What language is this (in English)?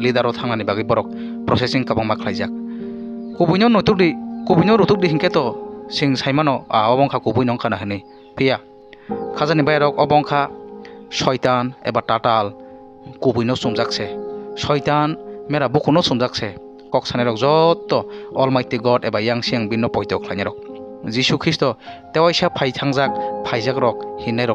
Kok Borok